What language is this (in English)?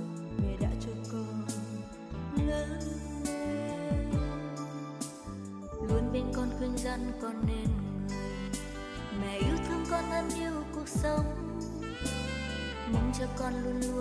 Vietnamese